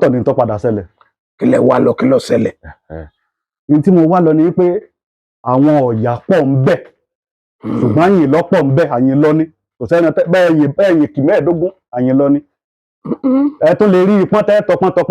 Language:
Yoruba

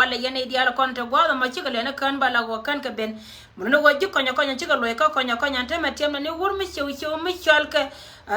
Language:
Nuer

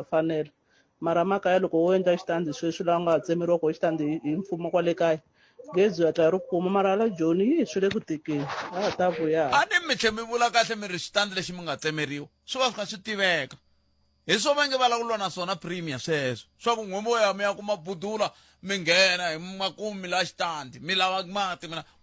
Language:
Tsonga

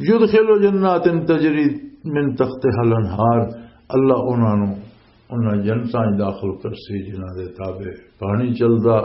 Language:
Western Panjabi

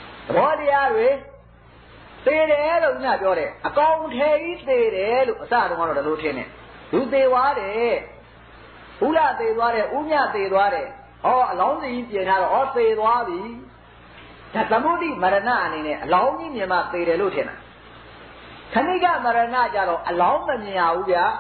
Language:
Burmese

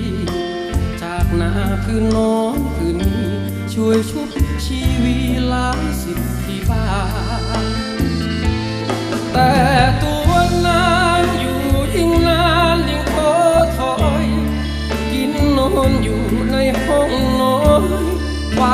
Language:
Thai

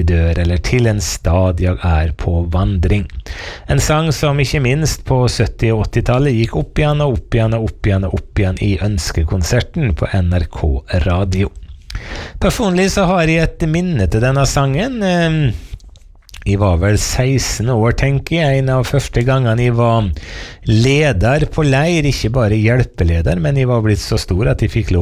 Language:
Norwegian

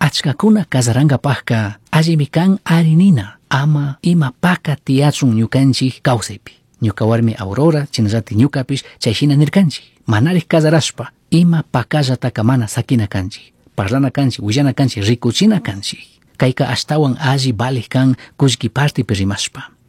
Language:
Chimborazo Highland Quichua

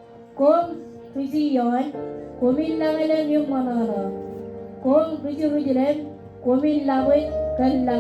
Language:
Marshallese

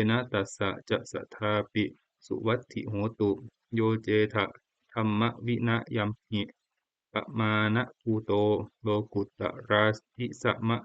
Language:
Pali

